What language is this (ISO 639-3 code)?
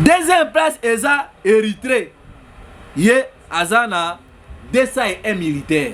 lin